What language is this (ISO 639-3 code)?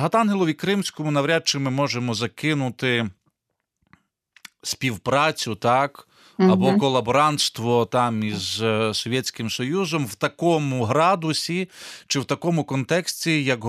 ukr